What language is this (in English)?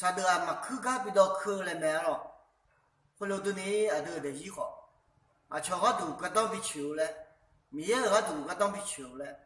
Akha